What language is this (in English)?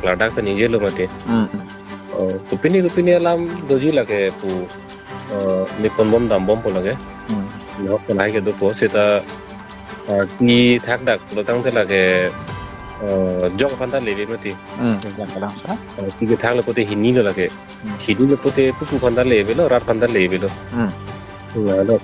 Karbi